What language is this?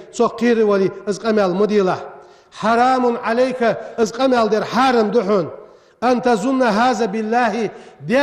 Ingush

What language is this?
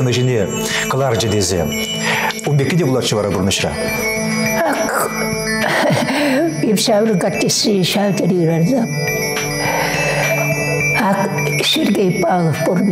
Chuvash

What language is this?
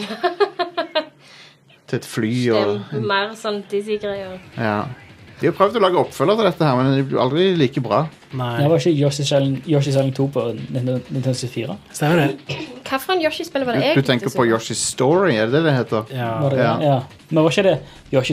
Norwegian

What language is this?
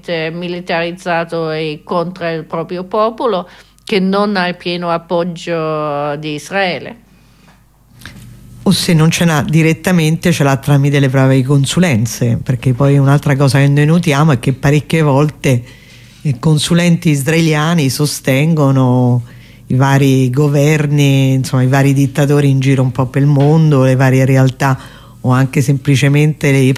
Italian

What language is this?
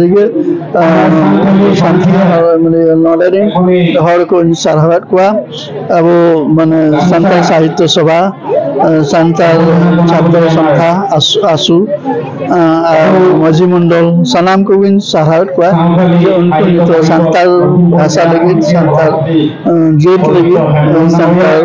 Santali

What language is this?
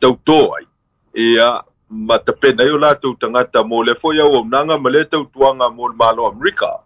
Samoan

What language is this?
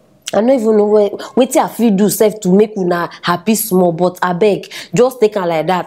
Nigerian Pidgin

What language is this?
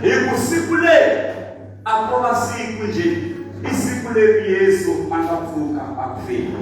Tsonga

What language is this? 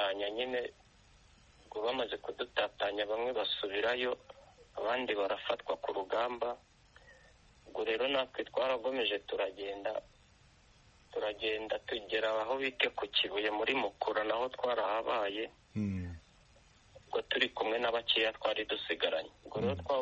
Kinyarwanda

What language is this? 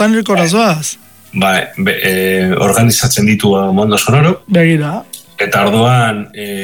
Basque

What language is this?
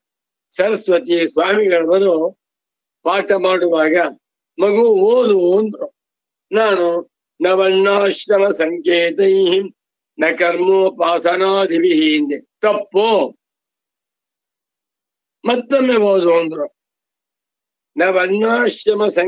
Kannada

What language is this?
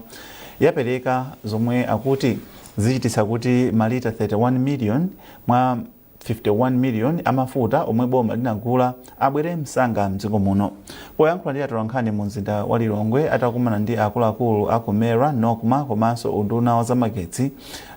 Nyanja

